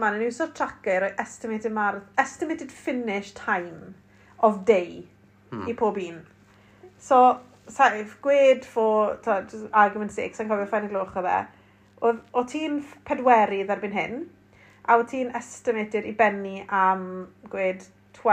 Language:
Welsh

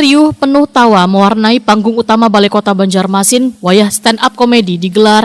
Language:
Banjar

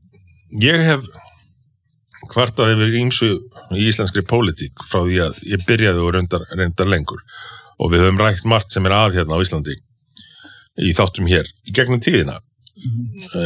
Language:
Icelandic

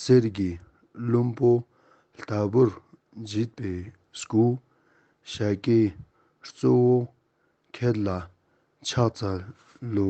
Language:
Ladakhi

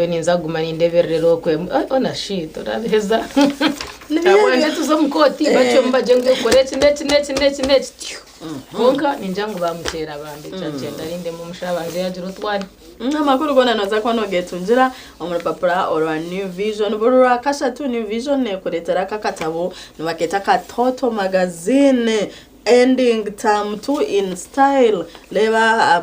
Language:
Nyankole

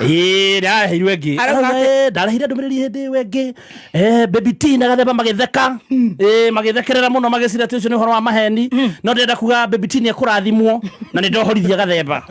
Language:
Kikuyu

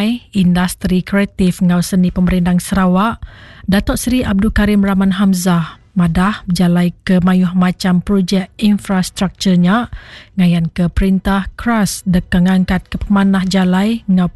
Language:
Iban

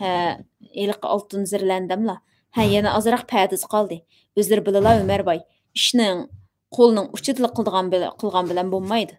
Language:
Uyghur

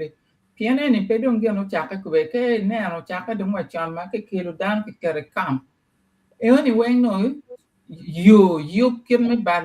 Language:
Acoli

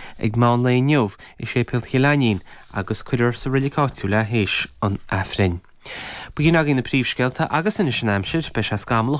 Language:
Irish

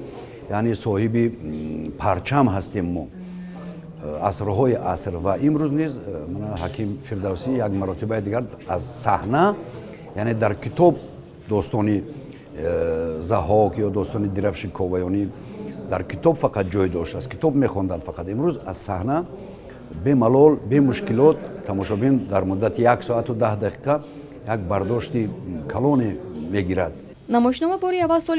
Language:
Tajik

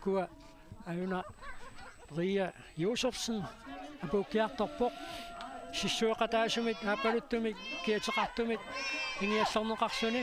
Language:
Kalaallisut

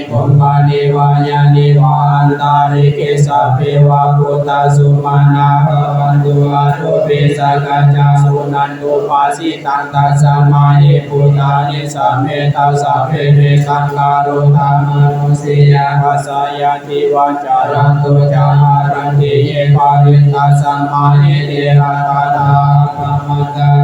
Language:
Pali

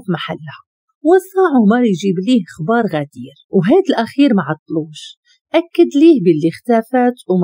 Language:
Moroccan Arabic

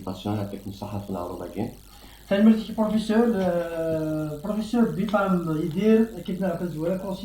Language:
Kabyle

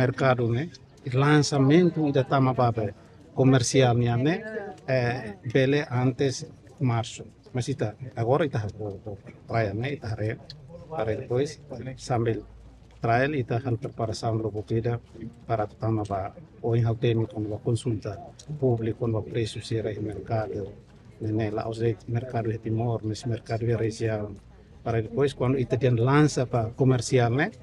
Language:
Tetum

